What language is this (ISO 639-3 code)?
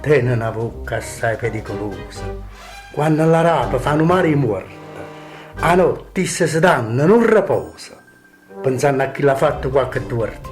nap